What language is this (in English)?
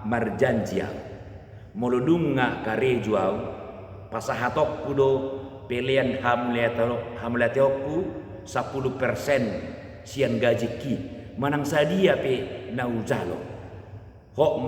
Batak Toba